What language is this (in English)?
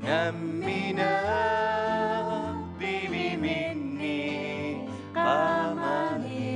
Kalaallisut